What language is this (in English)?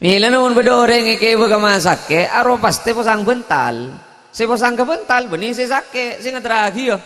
Madurese